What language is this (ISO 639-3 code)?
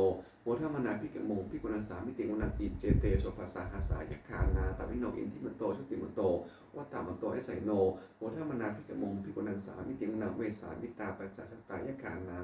pli